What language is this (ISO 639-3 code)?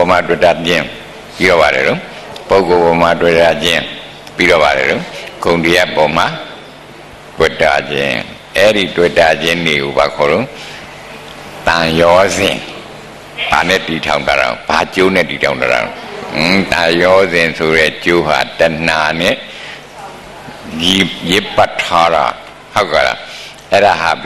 mya